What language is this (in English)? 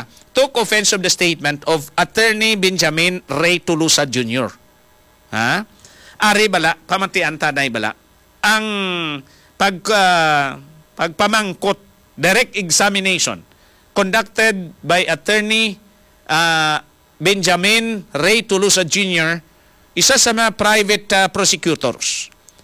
Hiligaynon